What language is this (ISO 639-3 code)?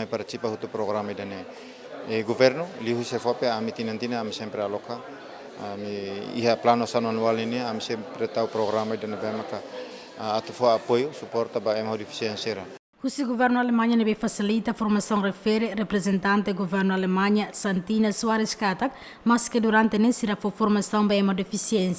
tet